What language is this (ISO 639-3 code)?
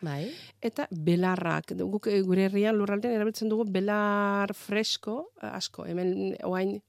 eus